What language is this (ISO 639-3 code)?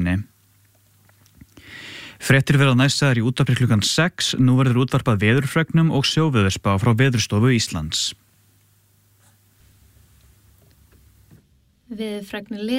isl